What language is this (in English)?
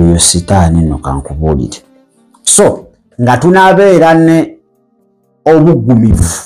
Ganda